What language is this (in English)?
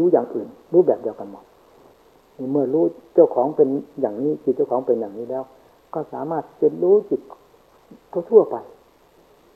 Thai